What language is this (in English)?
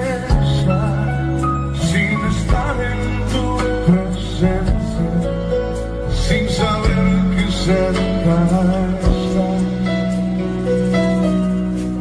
Spanish